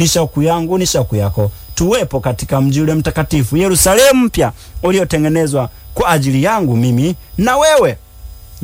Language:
Swahili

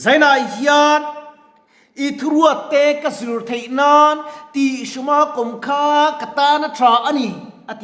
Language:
Mizo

